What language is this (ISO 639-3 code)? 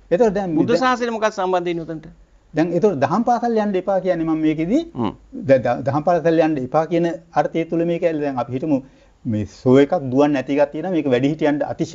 sin